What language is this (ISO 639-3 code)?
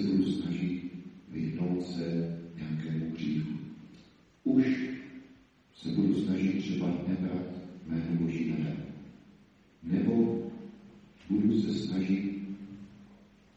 ces